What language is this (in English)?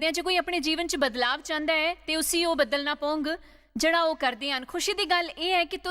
Dogri